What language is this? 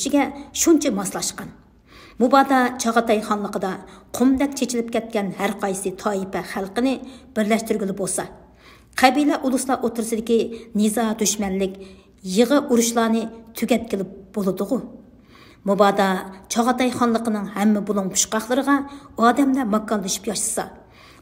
Uyghur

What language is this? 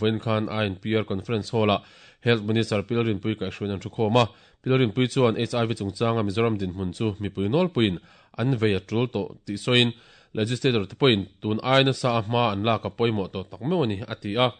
Mizo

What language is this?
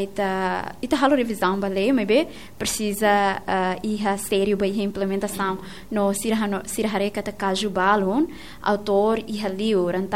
Tetum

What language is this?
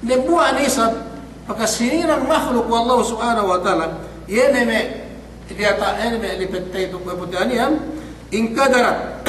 Yakan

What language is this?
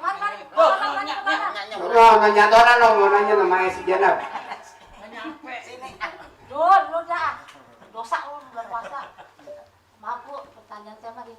Betawi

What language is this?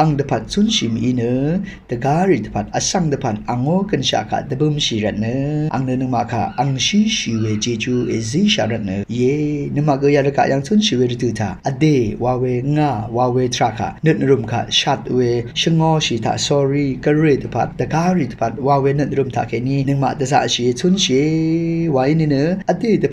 Rawang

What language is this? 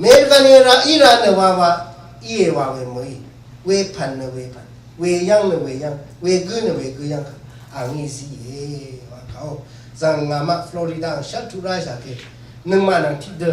Rawang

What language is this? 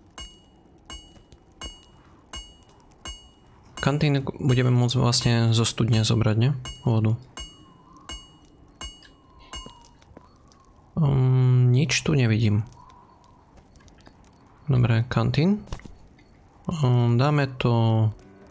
Slovak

